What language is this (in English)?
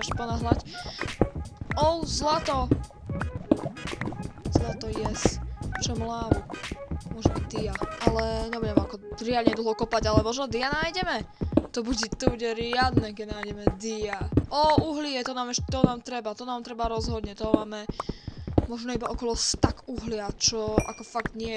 Slovak